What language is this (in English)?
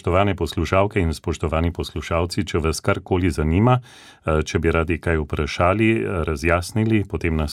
Slovenian